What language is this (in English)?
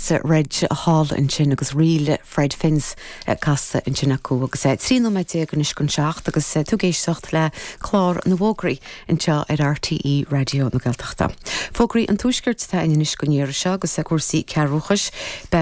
Irish